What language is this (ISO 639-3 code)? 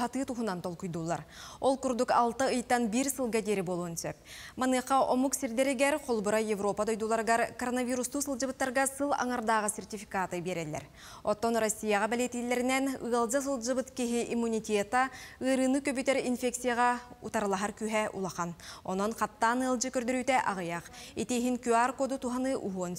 sah